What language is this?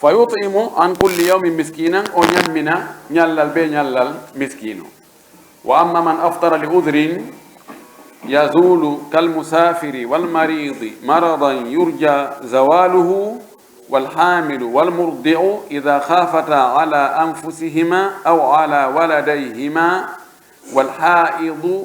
Pular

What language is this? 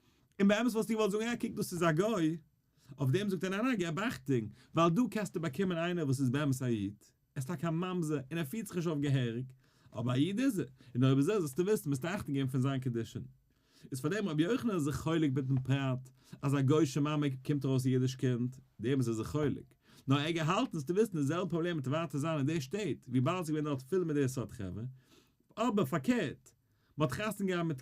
Yiddish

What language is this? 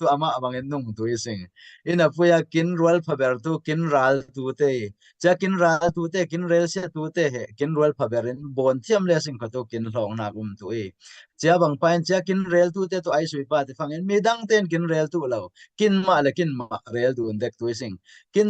Falam Chin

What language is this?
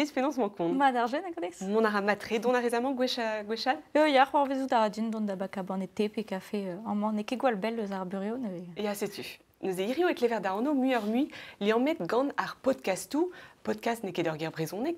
Breton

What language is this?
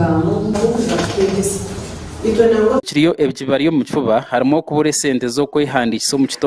Nyankole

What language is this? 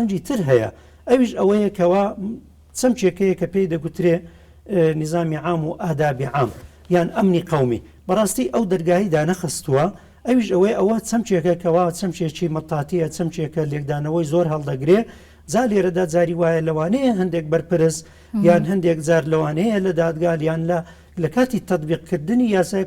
Central Kurdish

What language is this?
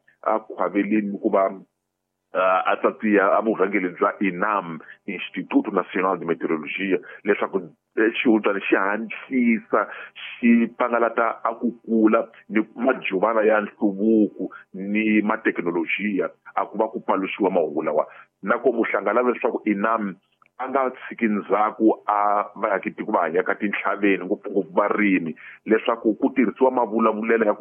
Tsonga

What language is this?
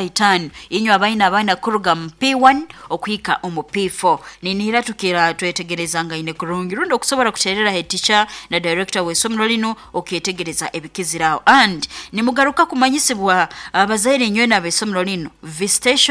Nyoro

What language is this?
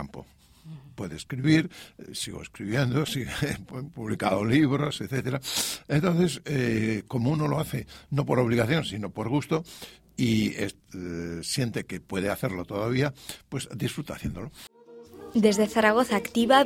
Spanish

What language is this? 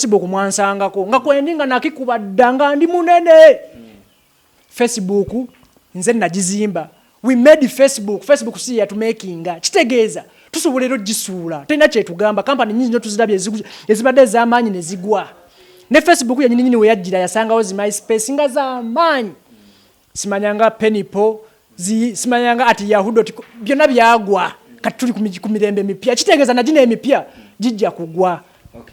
Ganda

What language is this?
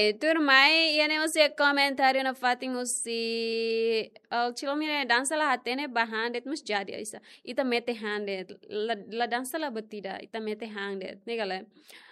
Tetum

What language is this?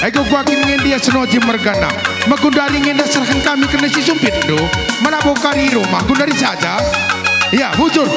Batak Karo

